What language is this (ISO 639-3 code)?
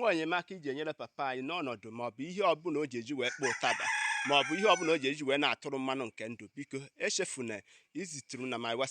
ibo